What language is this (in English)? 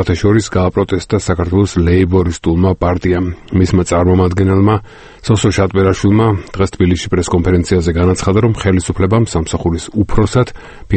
Georgian